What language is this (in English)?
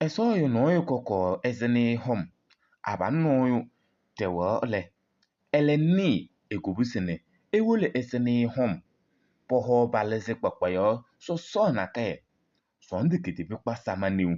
Kabiyè